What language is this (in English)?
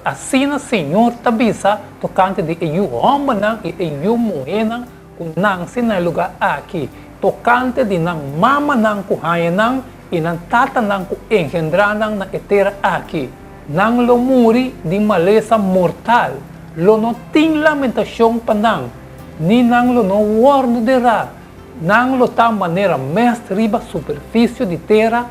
Papiamento